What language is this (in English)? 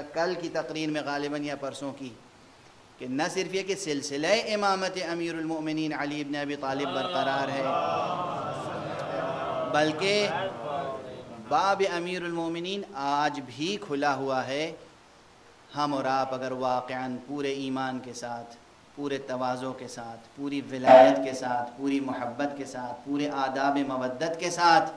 Urdu